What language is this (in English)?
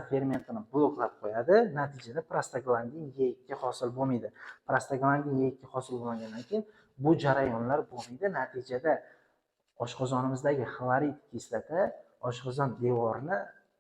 Uzbek